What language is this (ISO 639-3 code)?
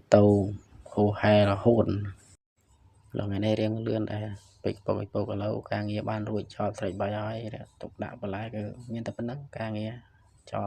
khm